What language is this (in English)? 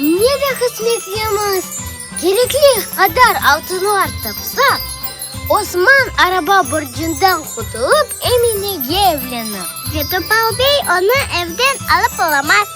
Crimean Tatar